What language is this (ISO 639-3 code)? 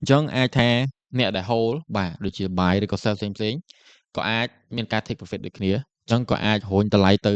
khm